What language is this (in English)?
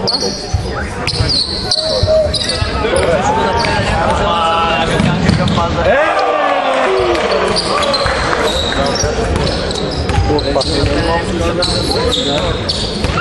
Bulgarian